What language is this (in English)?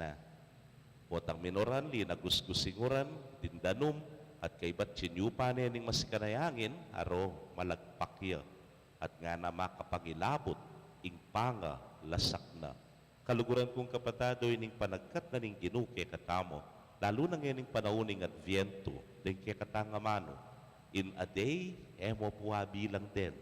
Pampanga